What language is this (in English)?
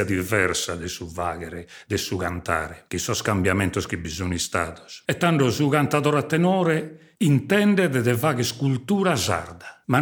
Sardinian